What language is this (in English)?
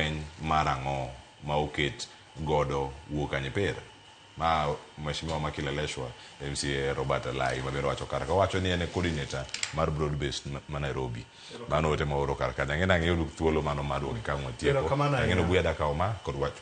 Luo (Kenya and Tanzania)